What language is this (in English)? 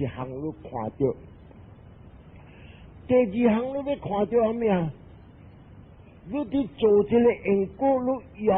Min Nan Chinese